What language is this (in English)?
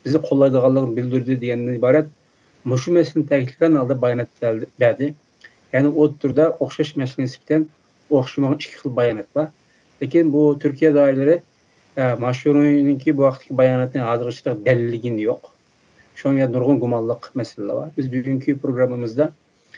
Uyghur